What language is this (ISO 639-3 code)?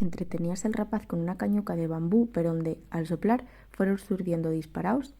ast